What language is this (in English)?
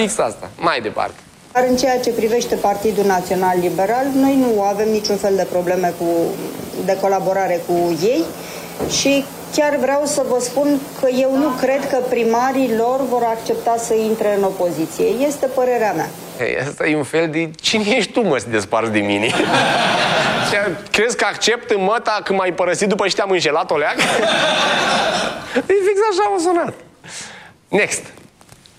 Romanian